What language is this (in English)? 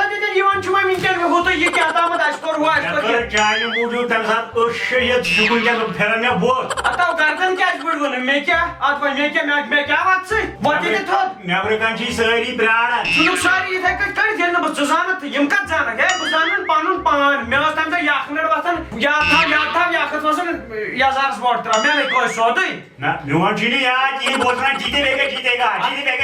Kashmiri